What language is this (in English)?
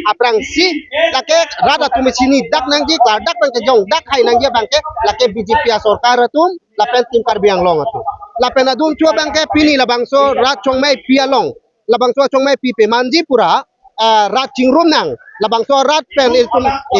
Karbi